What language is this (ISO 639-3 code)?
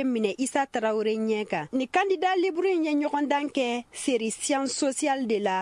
bam